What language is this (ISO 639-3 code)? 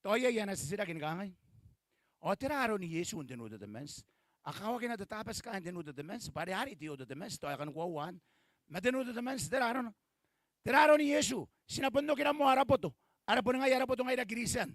gil